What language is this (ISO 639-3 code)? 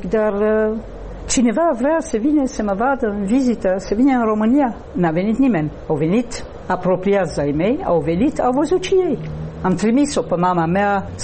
ron